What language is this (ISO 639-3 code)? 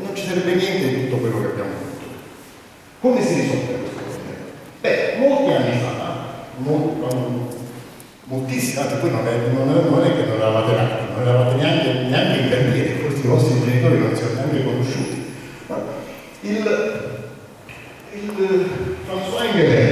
ita